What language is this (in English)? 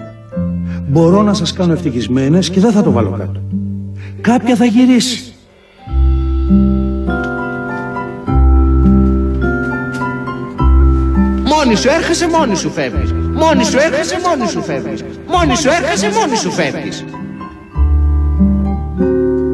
Greek